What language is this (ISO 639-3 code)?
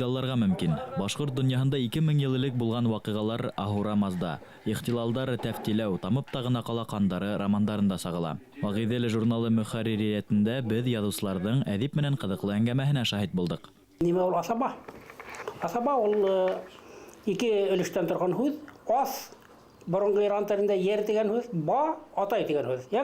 bak